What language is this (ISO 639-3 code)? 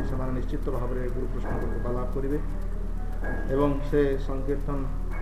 ori